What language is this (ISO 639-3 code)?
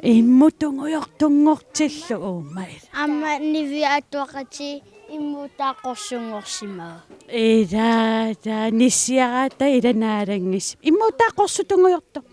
kal